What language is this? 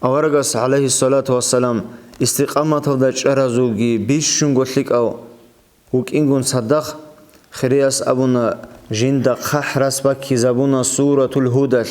Avaric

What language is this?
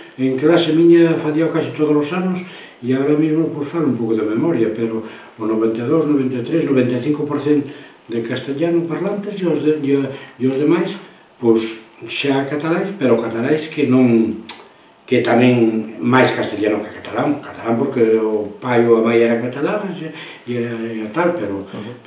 Galician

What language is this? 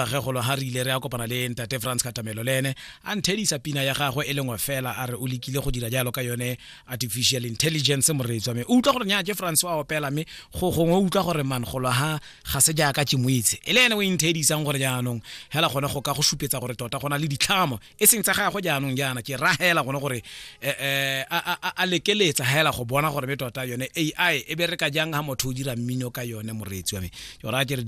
Tswana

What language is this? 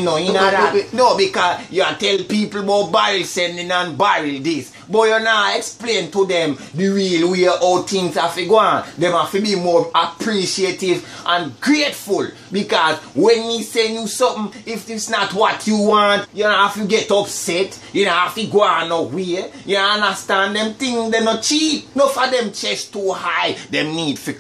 Jamaican Creole English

